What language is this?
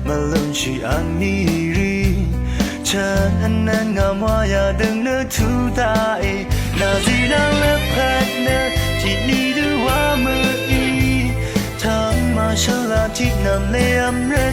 Rawang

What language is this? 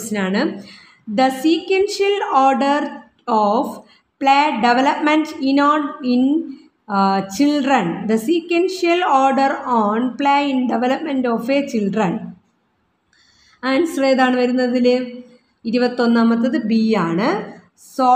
Malayalam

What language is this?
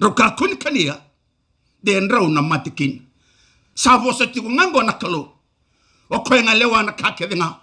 Fijian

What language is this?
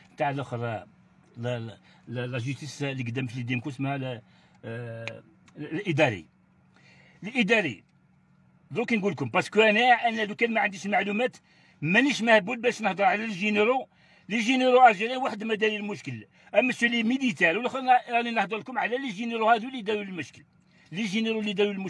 Algerian Arabic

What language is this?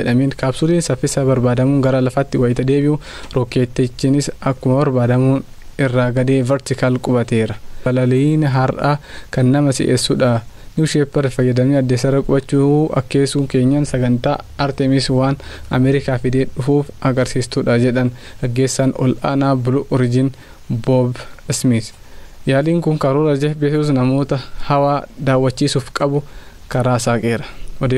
Oromo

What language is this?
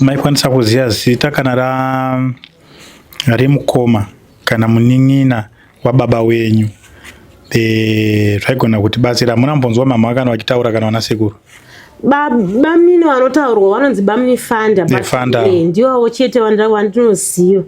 Shona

